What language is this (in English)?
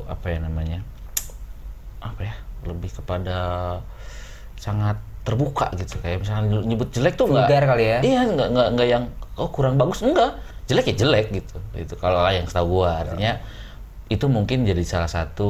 Indonesian